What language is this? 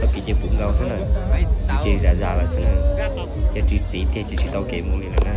Hmong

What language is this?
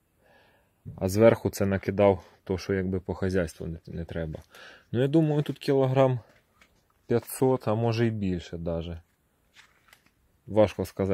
Ukrainian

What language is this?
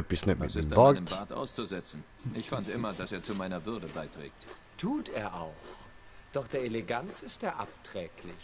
Swiss German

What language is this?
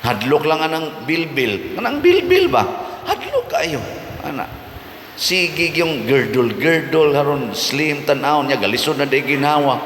Cebuano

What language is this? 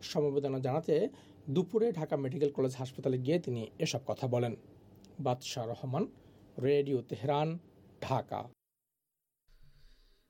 Bangla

